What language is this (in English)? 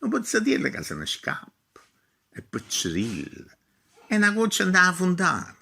Neapolitan